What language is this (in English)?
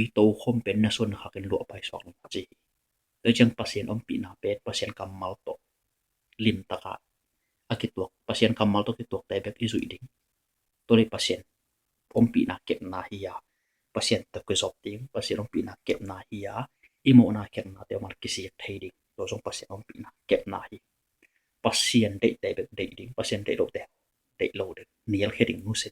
Tedim Chin